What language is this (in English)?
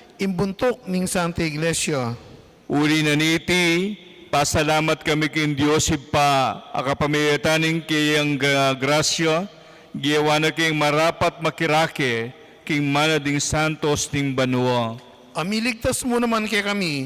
Pampanga